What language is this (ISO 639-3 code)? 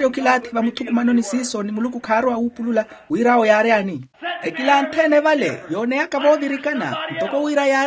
vmw